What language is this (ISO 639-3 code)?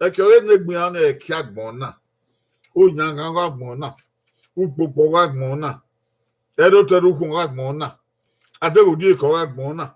bin